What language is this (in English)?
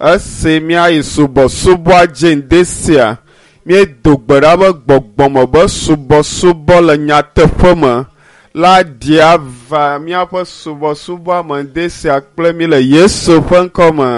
Ewe